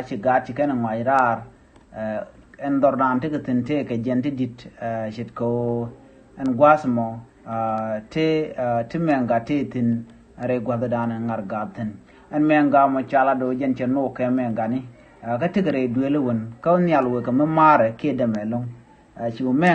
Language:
Nuer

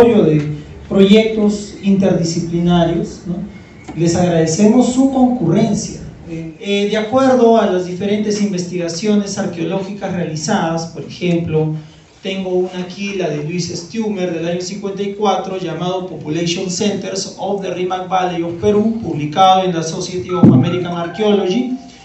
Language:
Spanish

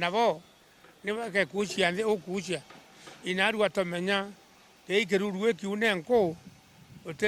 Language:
Meru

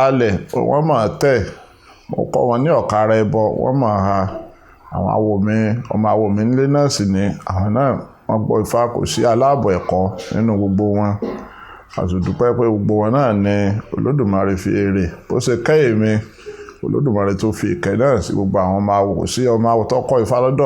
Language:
Yoruba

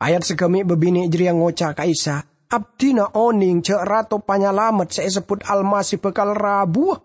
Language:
Madurese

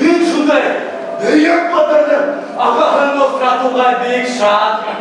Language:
Bashkir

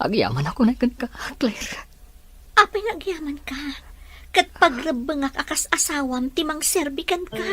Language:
Iloko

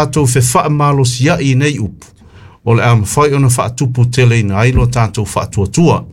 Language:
Samoan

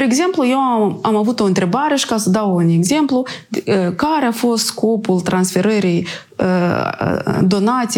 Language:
Romanian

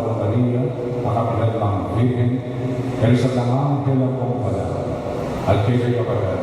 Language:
Pampanga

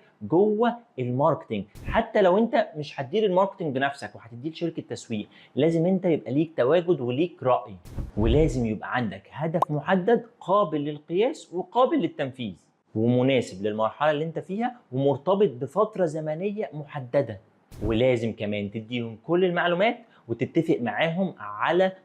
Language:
Egyptian Arabic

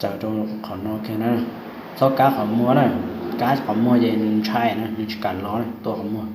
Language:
Hmong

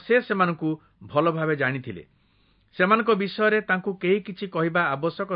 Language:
Odia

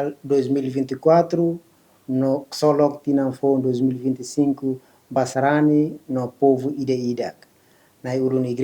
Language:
Tetum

